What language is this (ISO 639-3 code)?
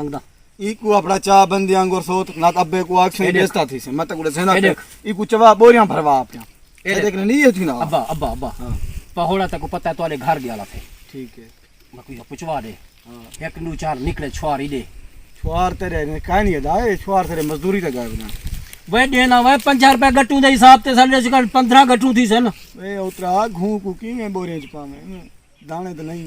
skr